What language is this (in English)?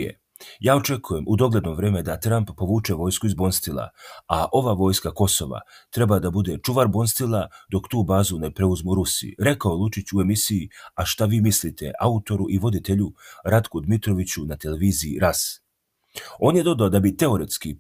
Serbian